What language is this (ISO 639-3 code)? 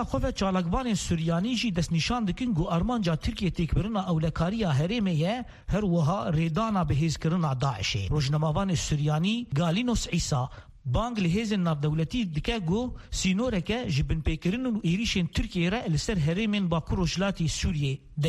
kur